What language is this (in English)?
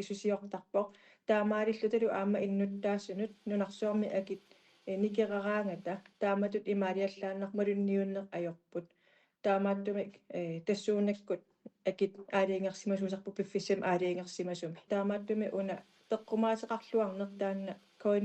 Kalaallisut